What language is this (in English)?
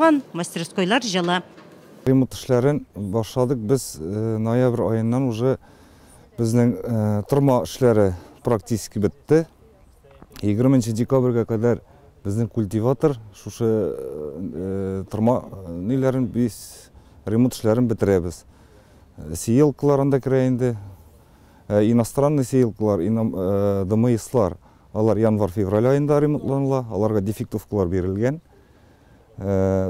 Tatar